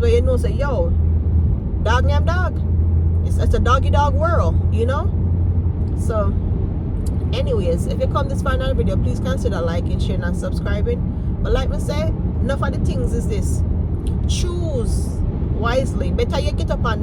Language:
Jamaican Creole English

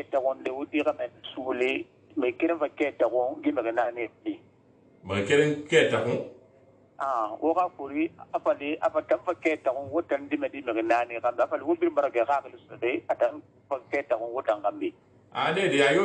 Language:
Susu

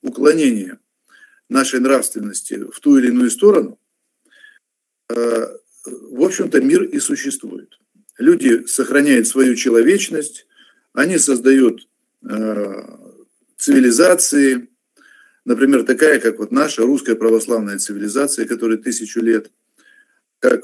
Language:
Russian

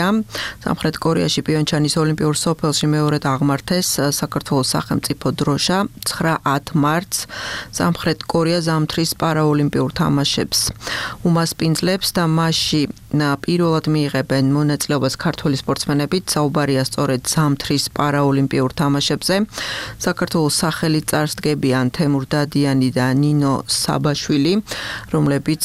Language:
Georgian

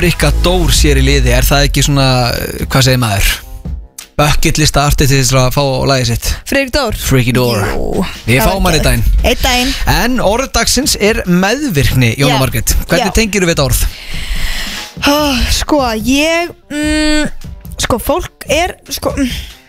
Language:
Icelandic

